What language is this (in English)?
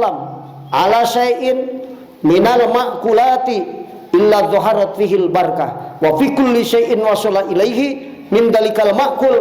Sundanese